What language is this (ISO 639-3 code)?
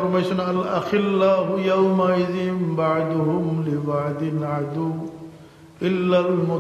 syl